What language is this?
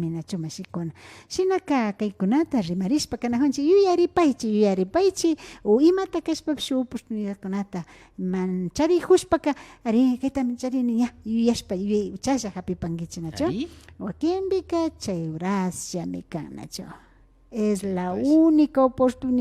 Imbabura Highland Quichua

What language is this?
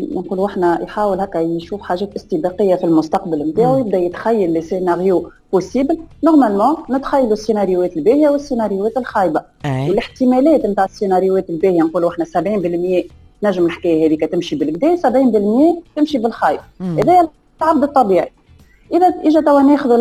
Tunisian Arabic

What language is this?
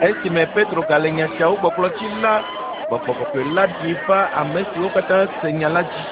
Ewe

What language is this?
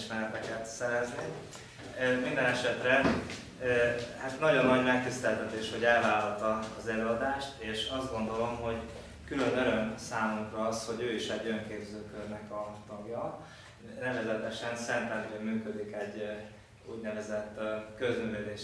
Hungarian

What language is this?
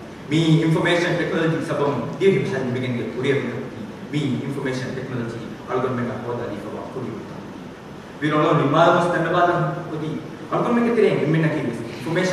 Divehi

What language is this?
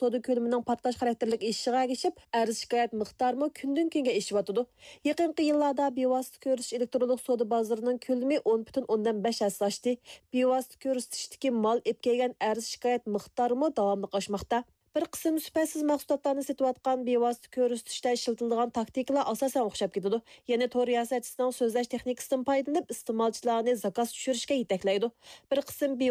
Uyghur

